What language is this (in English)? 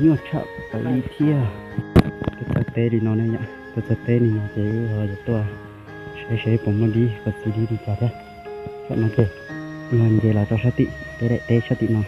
Hmong